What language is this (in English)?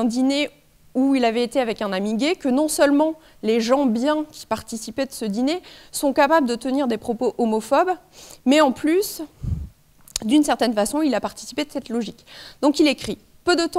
French